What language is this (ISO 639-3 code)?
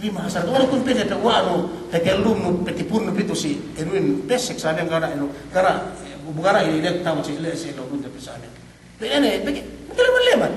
yka